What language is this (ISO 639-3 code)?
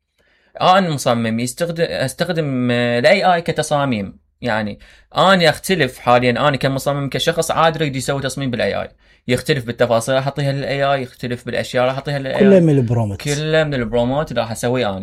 acm